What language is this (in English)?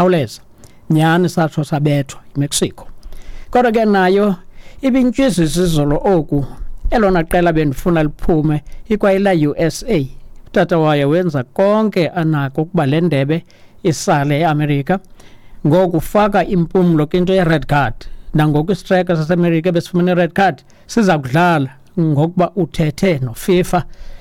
Xhosa